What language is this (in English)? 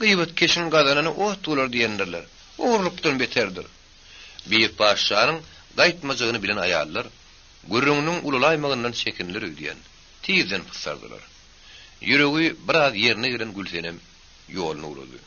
Turkmen